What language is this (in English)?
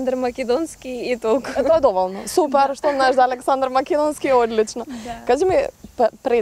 Macedonian